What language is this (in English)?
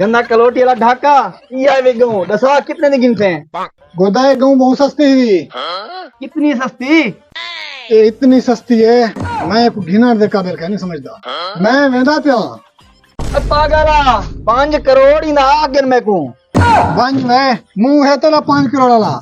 Saraiki